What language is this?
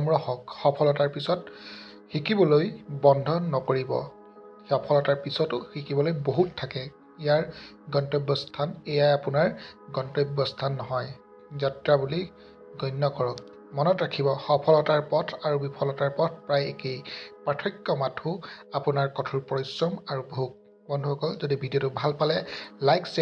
Assamese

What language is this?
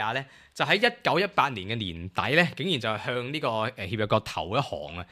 Cantonese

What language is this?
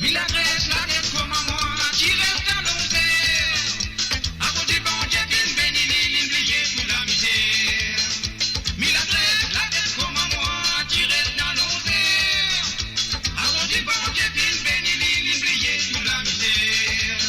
Morisyen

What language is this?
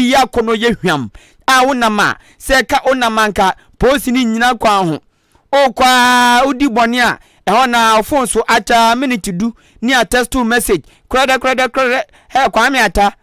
Akan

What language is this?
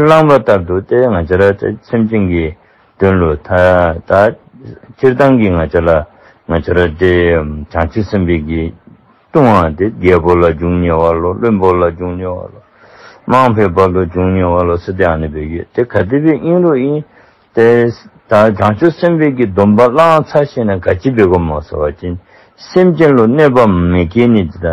Dzongkha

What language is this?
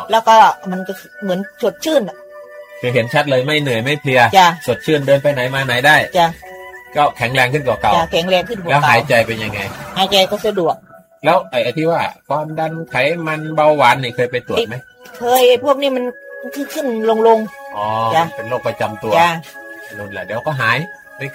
Thai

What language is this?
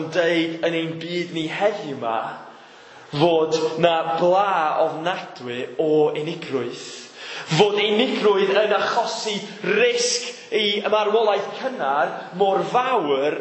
Welsh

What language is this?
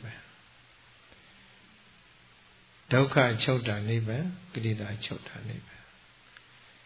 Burmese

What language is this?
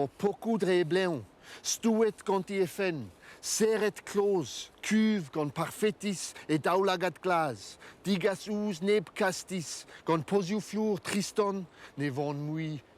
Breton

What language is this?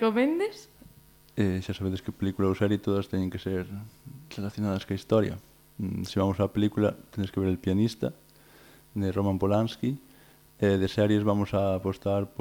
Galician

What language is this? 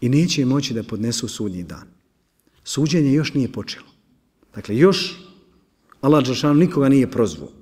Bosnian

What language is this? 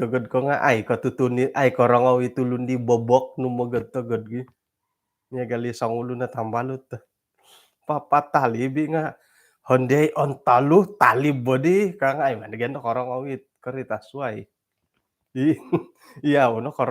Central Dusun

